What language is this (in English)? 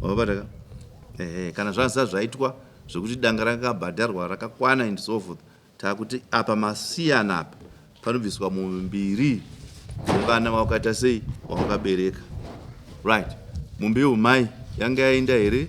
Shona